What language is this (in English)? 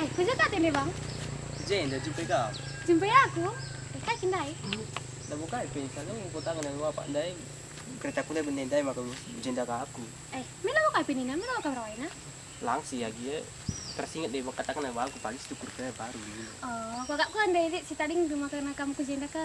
Batak Karo